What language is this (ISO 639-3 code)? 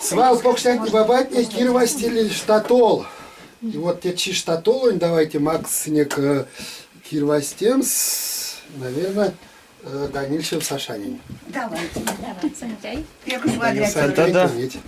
myv